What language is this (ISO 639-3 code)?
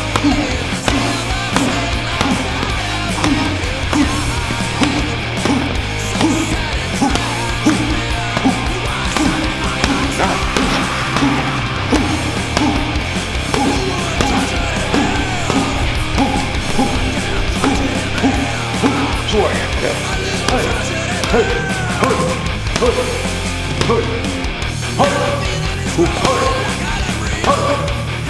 fin